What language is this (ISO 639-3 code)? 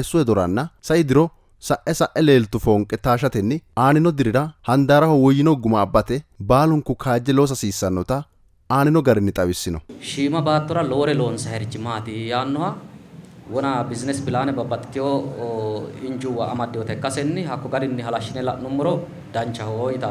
sid